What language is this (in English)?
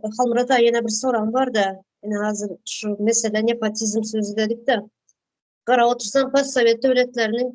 Turkmen